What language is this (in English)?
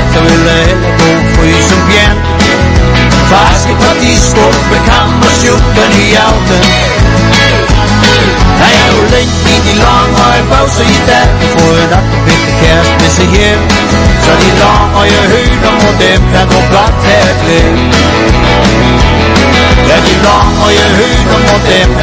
Danish